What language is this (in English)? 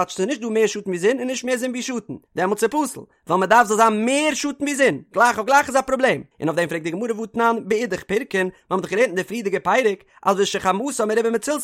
Yiddish